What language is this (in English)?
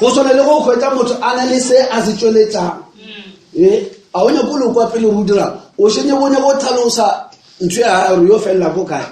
Northern Sotho